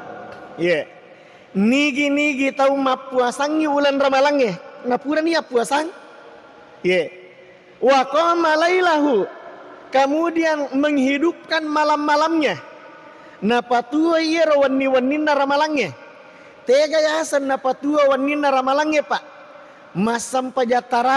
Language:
Buginese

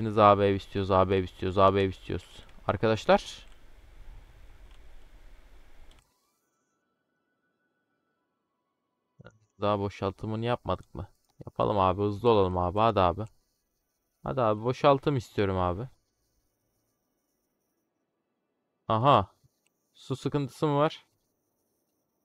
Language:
Turkish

